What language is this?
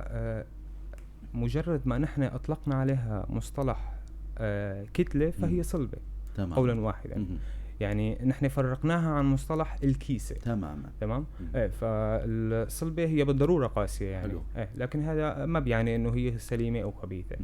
North Levantine Arabic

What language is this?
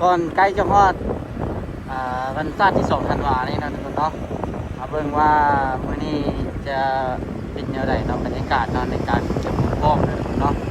Lao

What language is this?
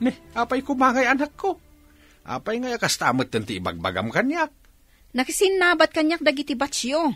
Iloko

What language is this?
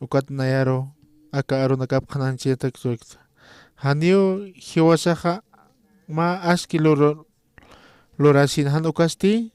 Aymara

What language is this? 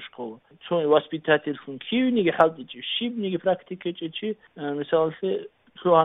Avaric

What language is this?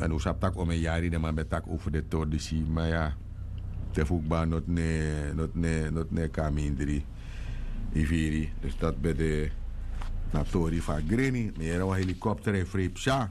Sranan Tongo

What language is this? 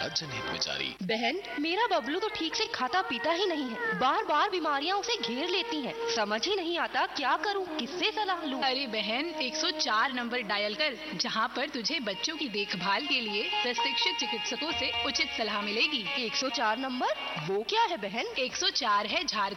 Hindi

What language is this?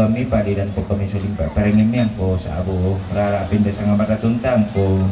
Toraja-Sa'dan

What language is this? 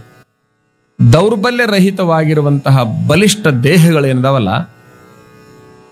Kannada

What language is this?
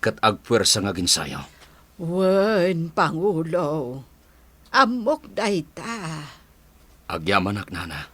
Iloko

